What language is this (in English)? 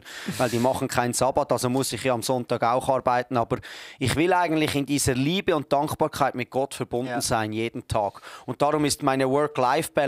Swiss German